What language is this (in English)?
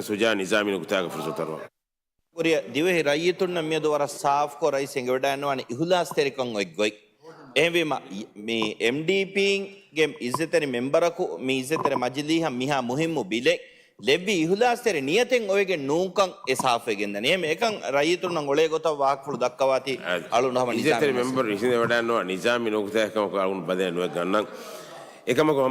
Divehi